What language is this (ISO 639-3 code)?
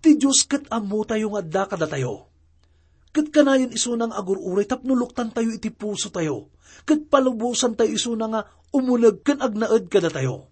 ilo